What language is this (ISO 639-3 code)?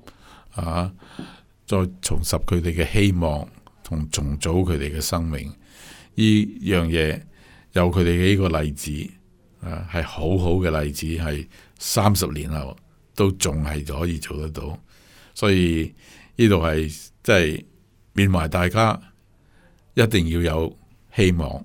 yue